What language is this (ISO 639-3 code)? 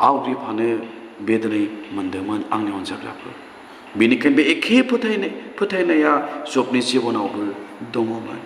brx